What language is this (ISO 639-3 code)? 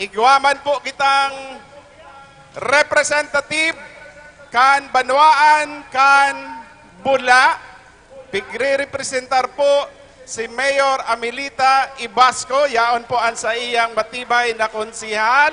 bik